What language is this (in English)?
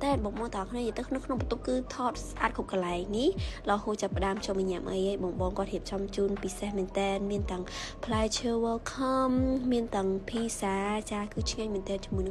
Khmer